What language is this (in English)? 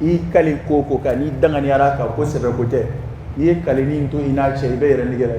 Dyula